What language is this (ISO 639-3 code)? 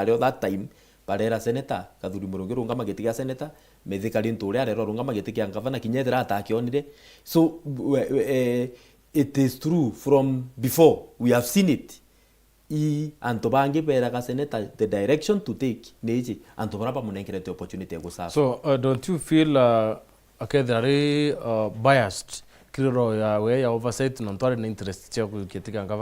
mer